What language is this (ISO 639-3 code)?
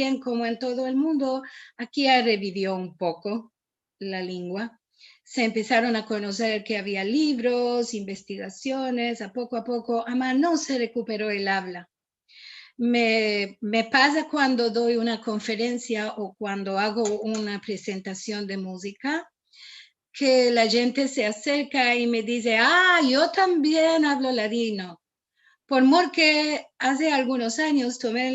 lad